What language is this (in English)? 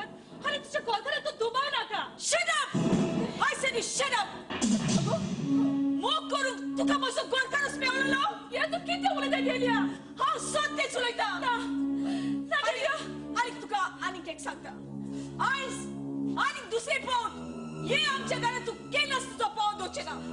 Konkani